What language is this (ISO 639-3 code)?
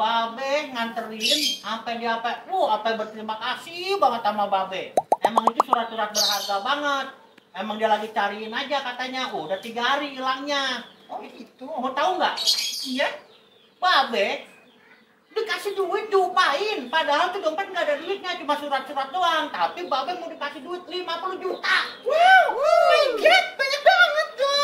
bew